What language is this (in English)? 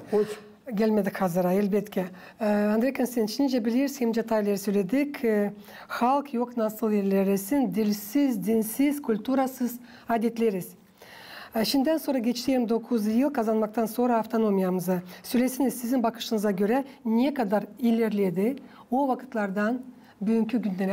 Gagauz